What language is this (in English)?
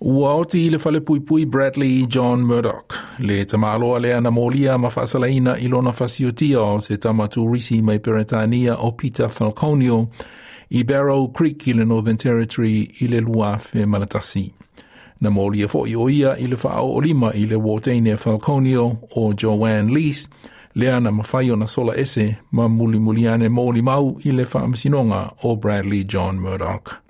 Samoan